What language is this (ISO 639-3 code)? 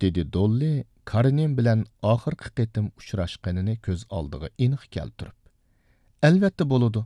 uig